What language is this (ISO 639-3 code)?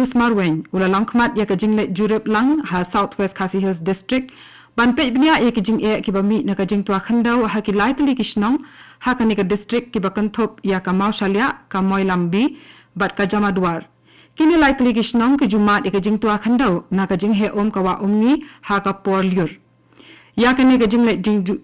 kha